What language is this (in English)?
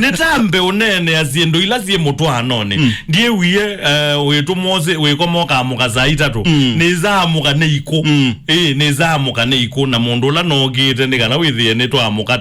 Kamba